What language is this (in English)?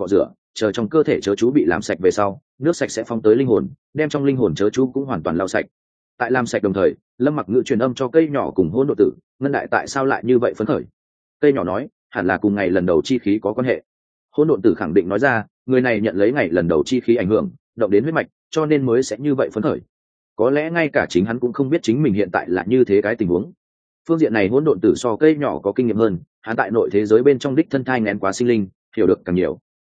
Vietnamese